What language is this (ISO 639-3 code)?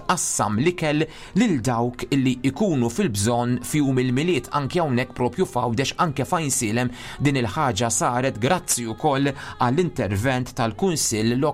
mlt